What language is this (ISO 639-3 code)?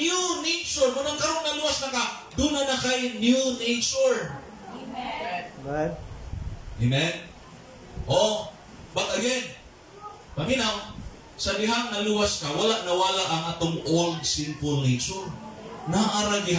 ceb